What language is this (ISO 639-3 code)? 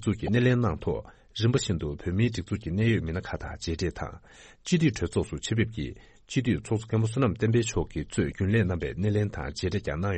bod